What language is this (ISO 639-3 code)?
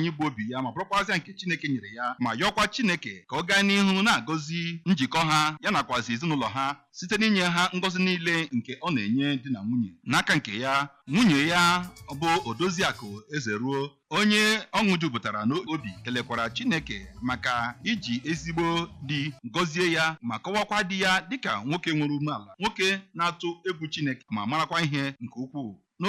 ibo